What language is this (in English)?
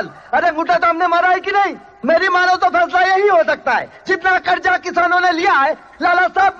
Hindi